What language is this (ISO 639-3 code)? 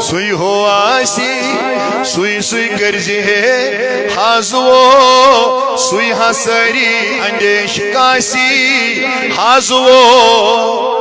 kas